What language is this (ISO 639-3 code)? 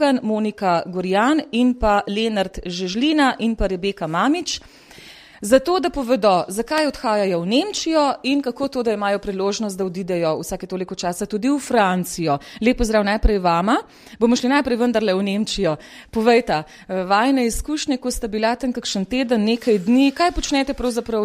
slv